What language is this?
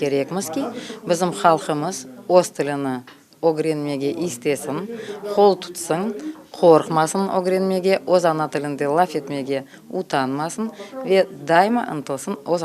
Crimean Tatar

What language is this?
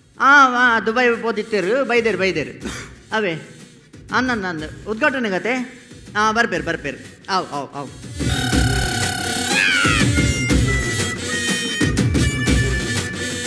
Tulu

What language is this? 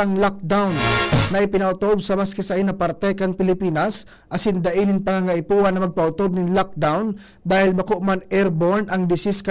Bikol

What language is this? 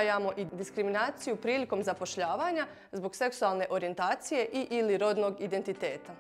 Bosnian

